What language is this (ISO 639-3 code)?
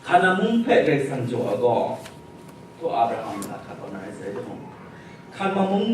kac